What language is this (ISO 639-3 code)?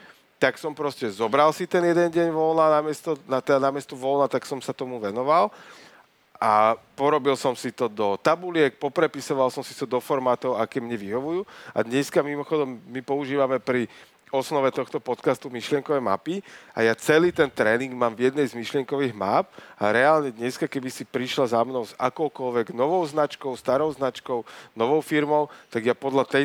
slk